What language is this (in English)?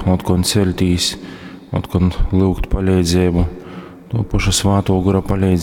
Latgalian